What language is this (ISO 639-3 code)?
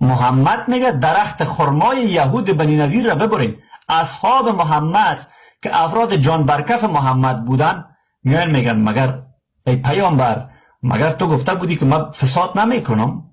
fas